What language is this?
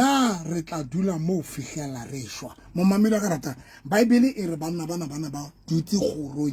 Southern Sotho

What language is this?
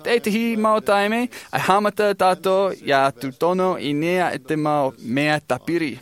Tahitian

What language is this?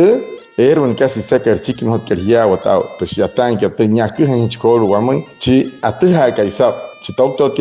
Wayuu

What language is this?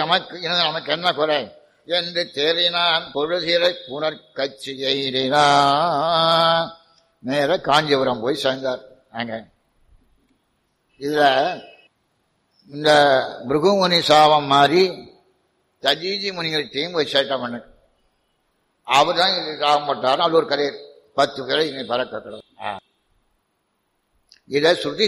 Tamil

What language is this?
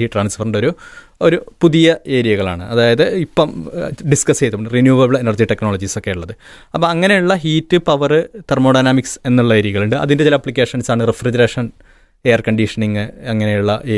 Malayalam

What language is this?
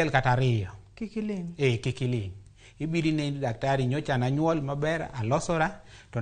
Luo (Kenya and Tanzania)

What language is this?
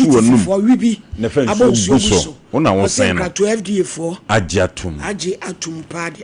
Akan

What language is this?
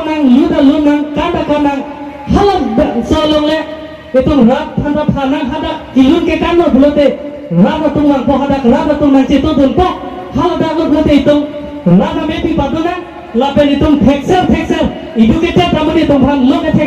Karbi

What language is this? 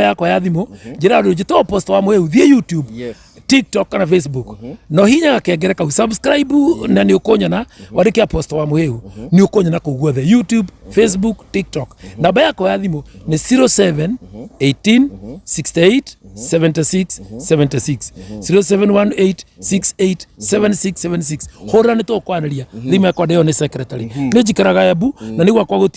Kikuyu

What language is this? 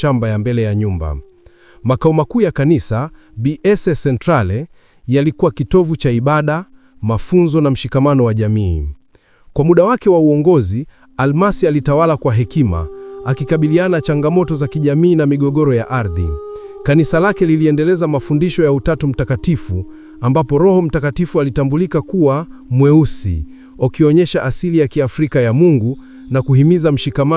Swahili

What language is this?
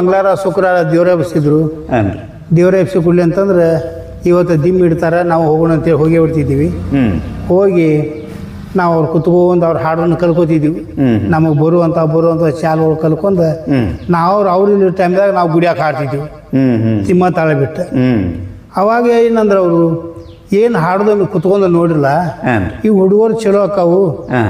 Kannada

